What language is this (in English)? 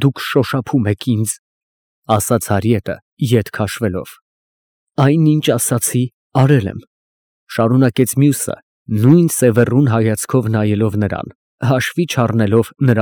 Armenian